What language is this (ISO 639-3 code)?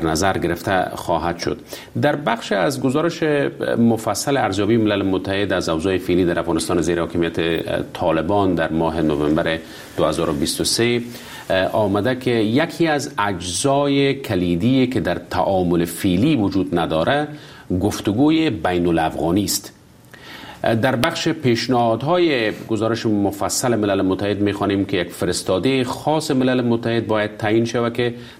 fas